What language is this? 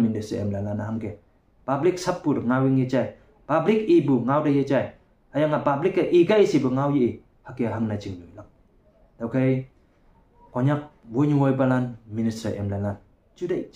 Konyak Naga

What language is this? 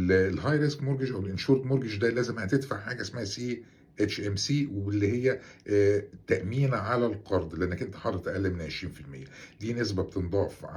Egyptian Arabic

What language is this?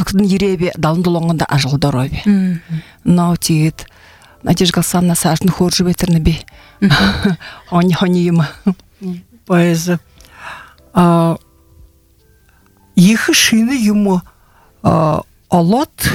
Buriat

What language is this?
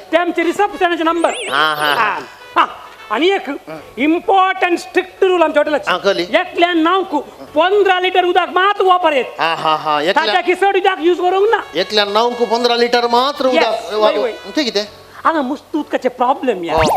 Konkani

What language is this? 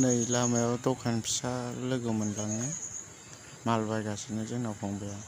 Bodo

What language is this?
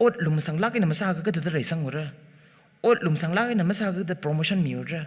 Tangkhul Naga (India)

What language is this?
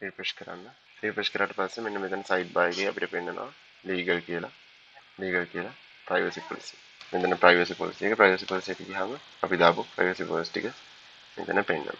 Sinhala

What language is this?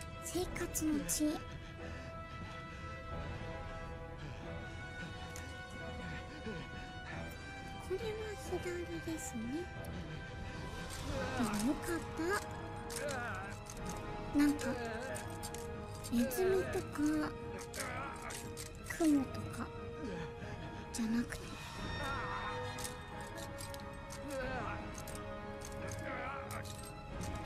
Japanese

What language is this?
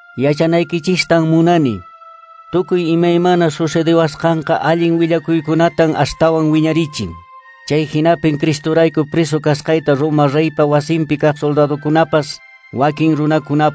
Quechua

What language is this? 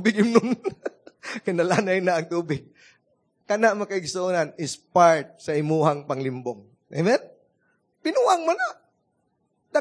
Cebuano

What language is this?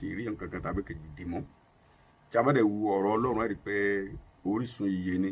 Yoruba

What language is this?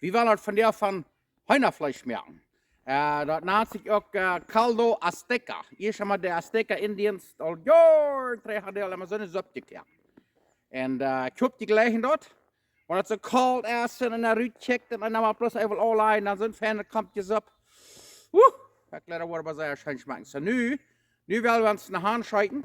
Plautdietsch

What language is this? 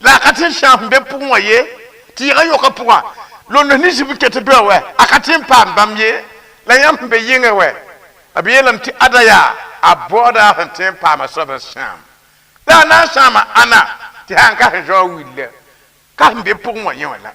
Mossi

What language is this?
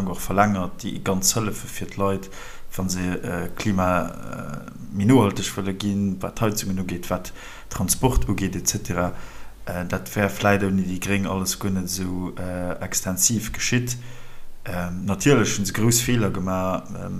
Luxembourgish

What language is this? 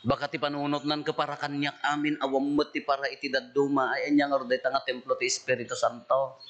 Iloko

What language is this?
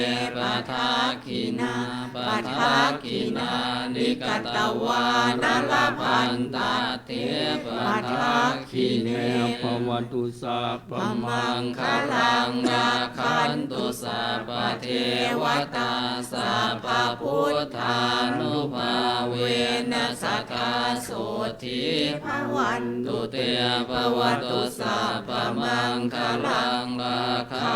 Pali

